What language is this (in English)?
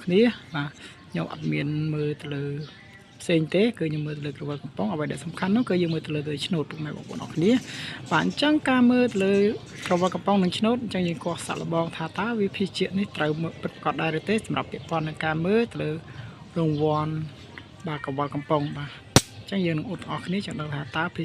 Khmer